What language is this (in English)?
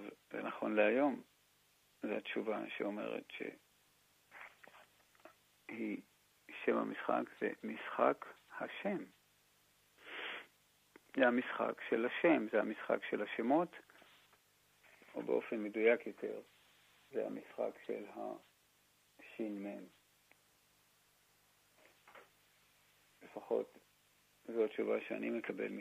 Hebrew